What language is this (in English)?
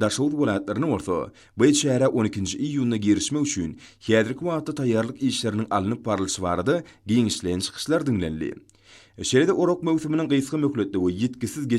Turkmen